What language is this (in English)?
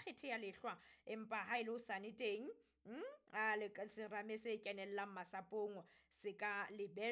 Southern Sotho